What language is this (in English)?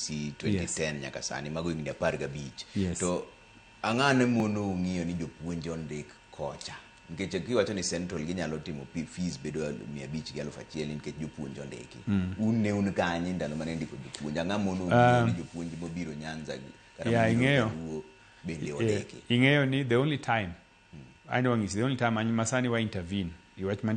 Luo (Kenya and Tanzania)